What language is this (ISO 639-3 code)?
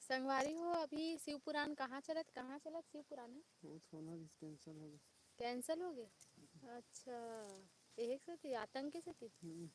hne